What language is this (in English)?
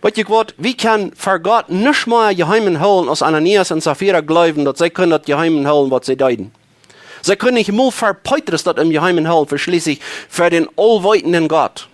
Plautdietsch